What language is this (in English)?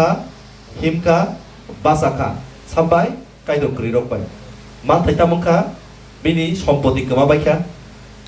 Kok Borok